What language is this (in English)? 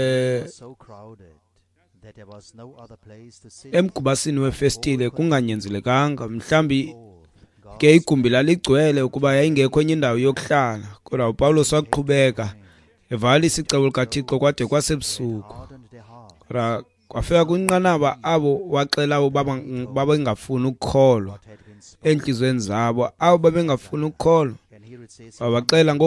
Xhosa